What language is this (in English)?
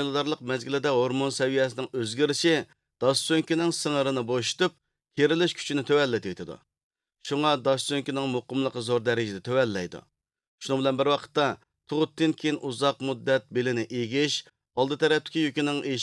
Uyghur